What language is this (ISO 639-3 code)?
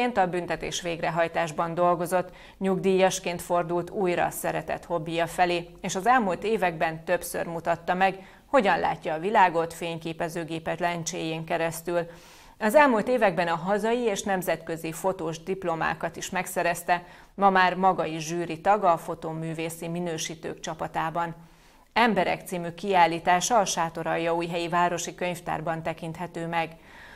hun